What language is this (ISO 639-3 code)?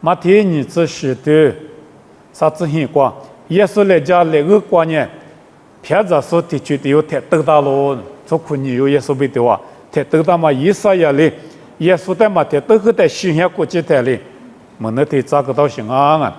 lis